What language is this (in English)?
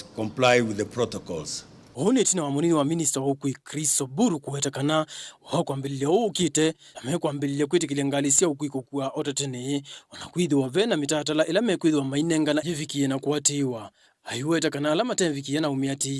Kamba